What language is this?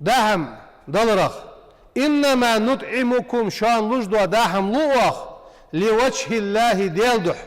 Ingush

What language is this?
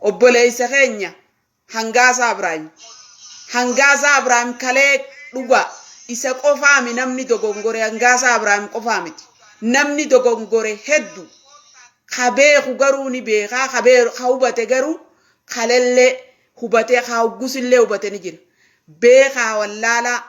Oromo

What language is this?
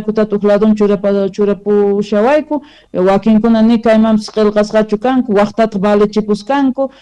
Quechua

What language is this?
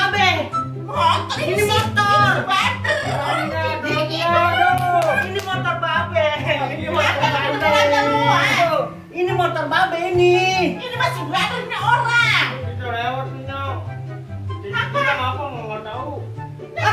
Betawi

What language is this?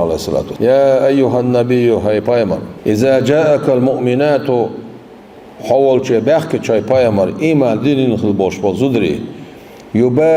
Chechen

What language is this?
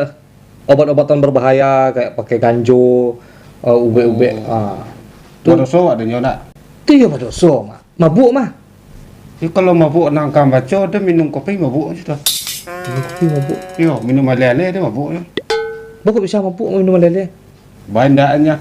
Minangkabau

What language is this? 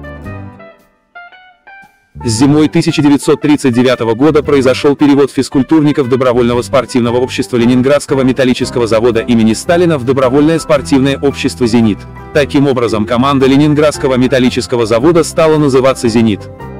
Russian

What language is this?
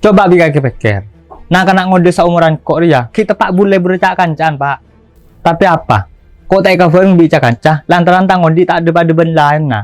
Madurese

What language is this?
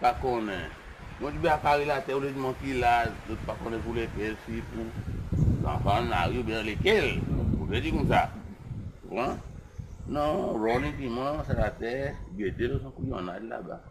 Seselwa Creole French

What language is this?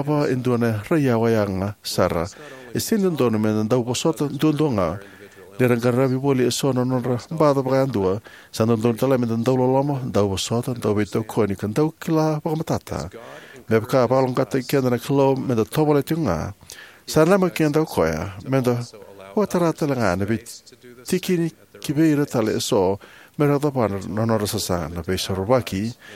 Fijian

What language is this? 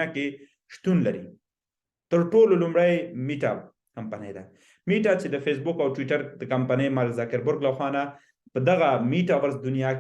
Pashto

